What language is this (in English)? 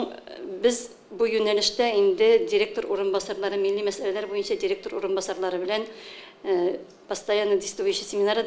Tatar